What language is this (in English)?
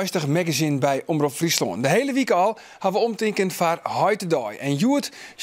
Western Frisian